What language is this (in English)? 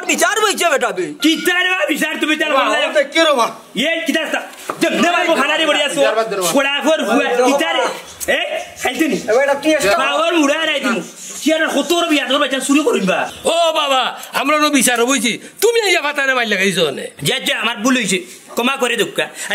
Sylheti